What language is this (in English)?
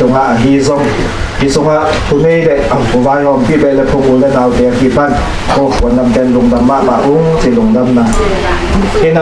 Tedim Chin